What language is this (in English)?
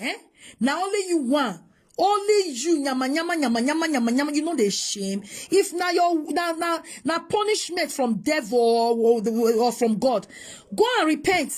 Nigerian Pidgin